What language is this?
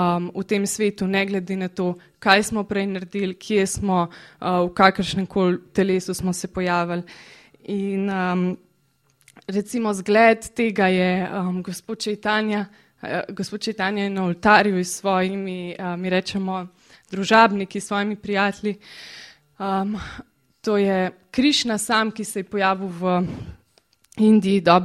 Slovenian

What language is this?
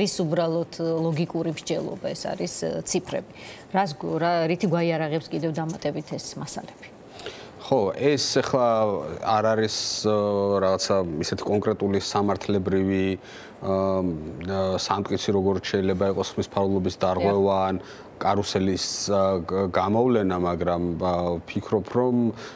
Georgian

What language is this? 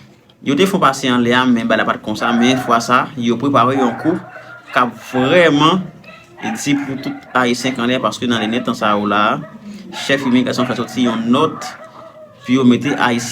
Haitian Creole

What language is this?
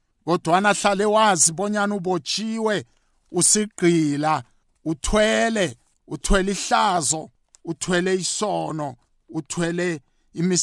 South Ndebele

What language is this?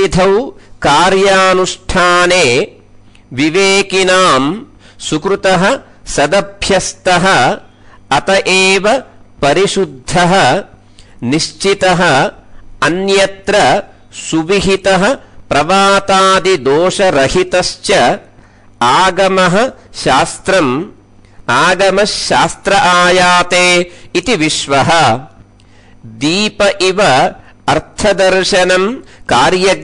Sanskrit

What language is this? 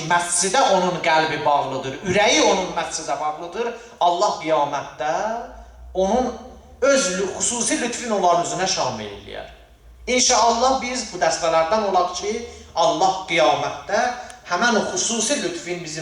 Azerbaijani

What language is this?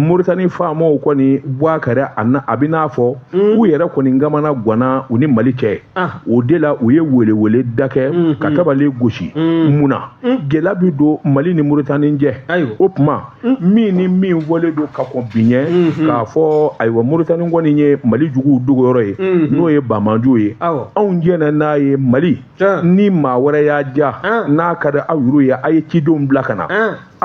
Bambara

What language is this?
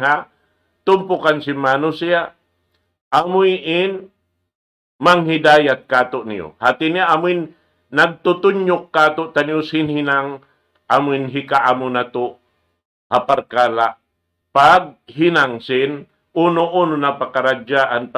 Tausug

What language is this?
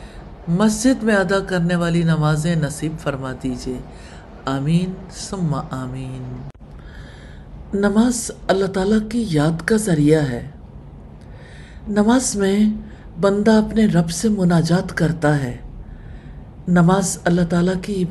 Urdu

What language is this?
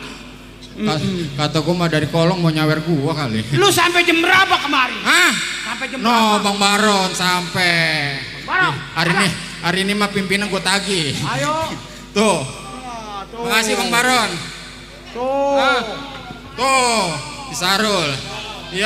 Betawi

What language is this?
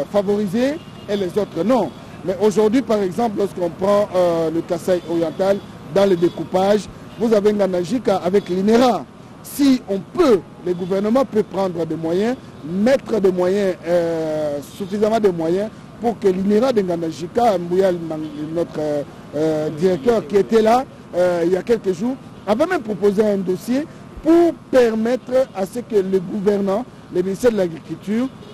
French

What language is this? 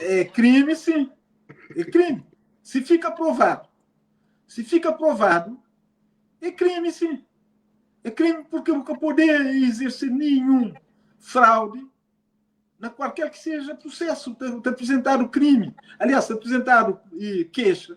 Kabuverdianu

